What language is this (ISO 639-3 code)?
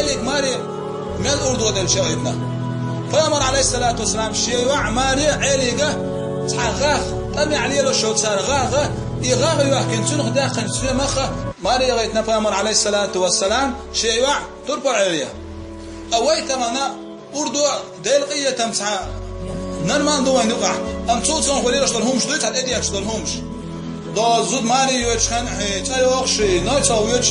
che